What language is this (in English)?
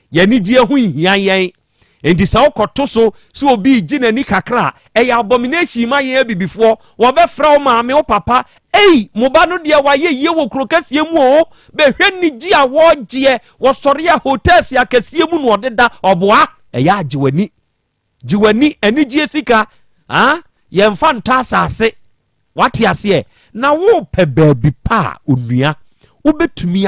Akan